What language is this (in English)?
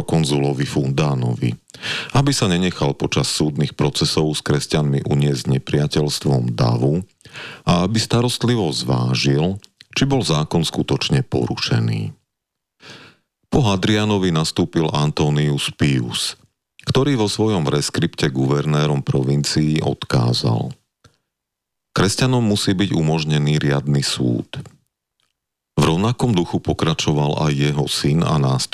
Slovak